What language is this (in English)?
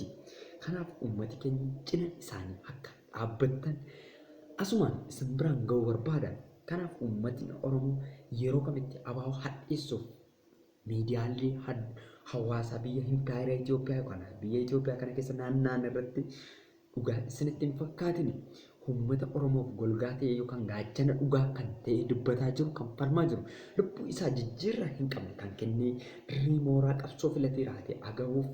Oromo